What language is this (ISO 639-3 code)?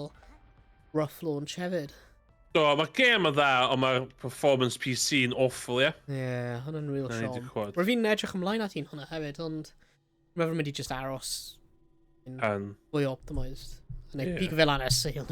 cym